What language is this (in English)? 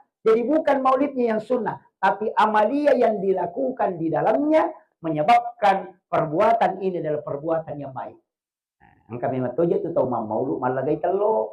Buginese